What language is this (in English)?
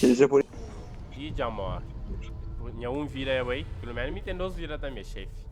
Kabuverdianu